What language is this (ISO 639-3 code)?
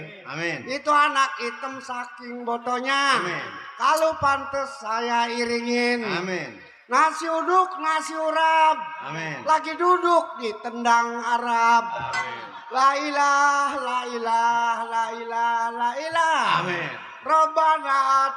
bew